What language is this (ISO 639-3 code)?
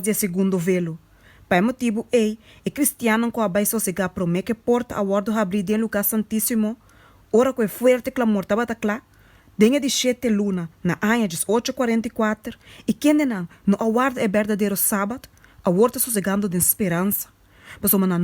pap